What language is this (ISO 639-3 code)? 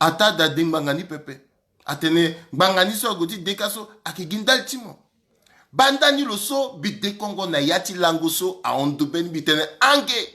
sag